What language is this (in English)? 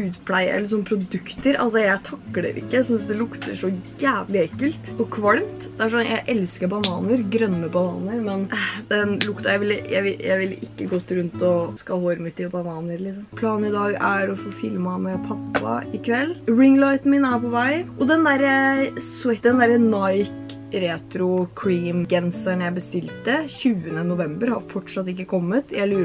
Norwegian